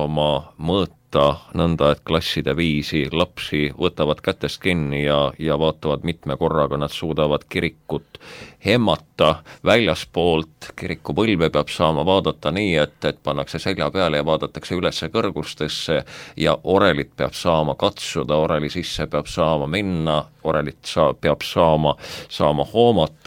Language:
Estonian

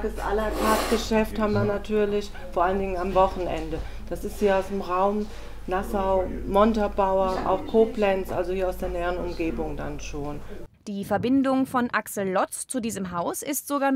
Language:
German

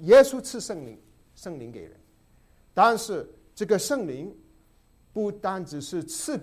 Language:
Chinese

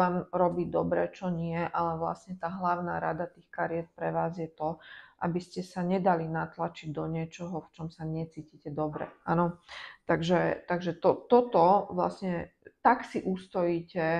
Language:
Slovak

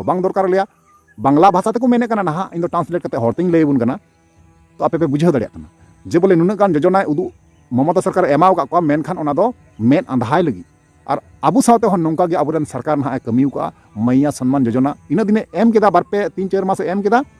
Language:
Santali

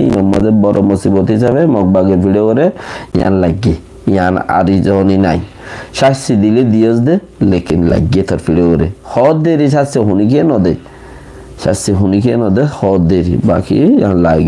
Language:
Rohingya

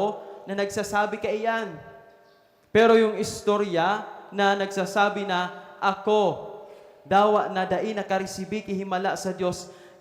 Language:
Bikol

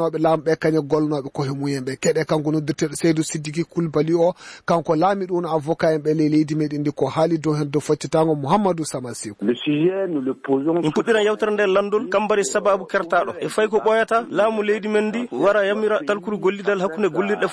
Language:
Fula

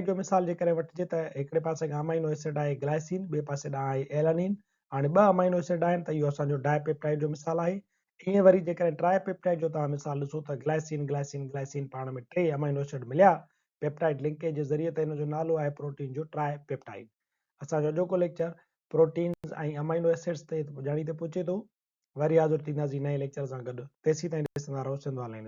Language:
Sindhi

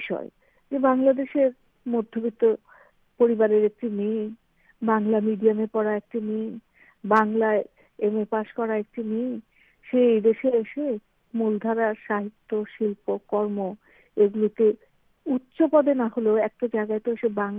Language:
Bangla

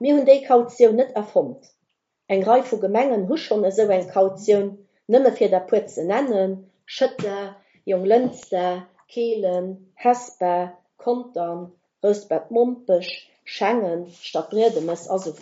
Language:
Luxembourgish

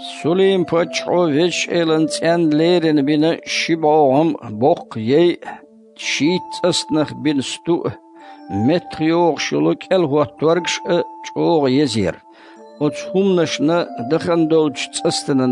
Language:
Chechen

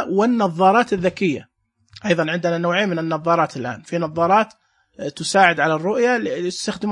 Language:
Najdi Arabic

